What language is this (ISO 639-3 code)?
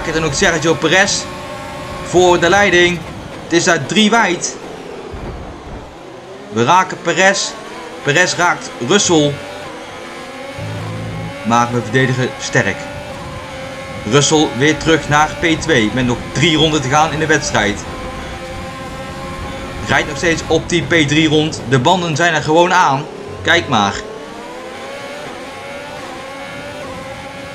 nld